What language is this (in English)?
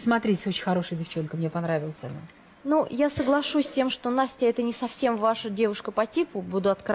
Russian